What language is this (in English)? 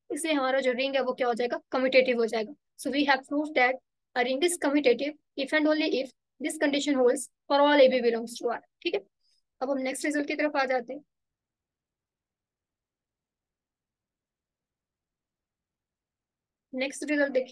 Hindi